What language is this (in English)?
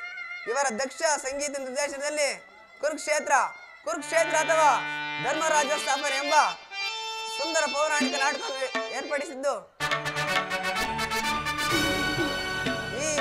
Kannada